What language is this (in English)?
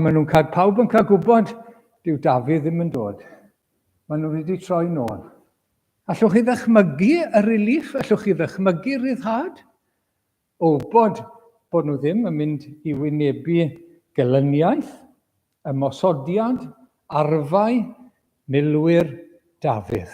Welsh